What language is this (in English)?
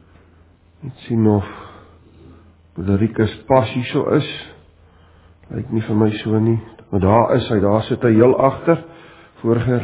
Afrikaans